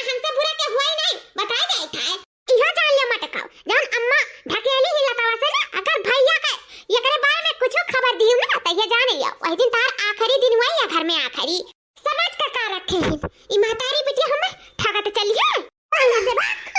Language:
Awadhi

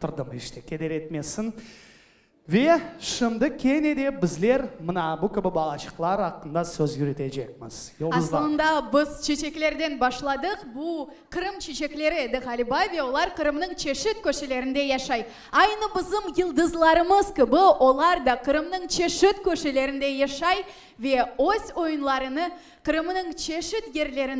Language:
Crimean Tatar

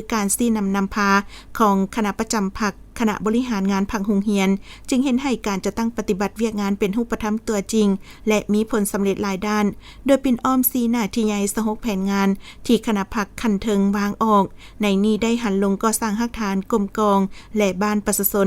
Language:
Lao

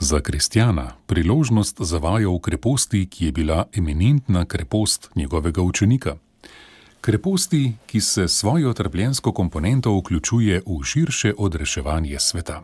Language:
Slovenian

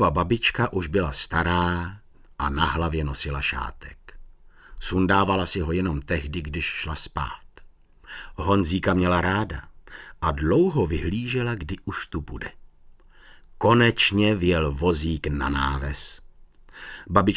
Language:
Czech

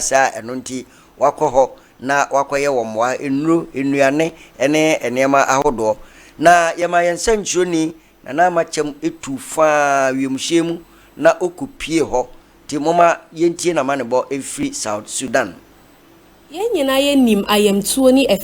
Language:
Akan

